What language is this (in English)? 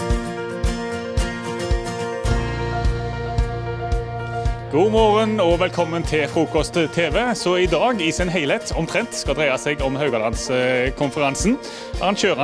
Norwegian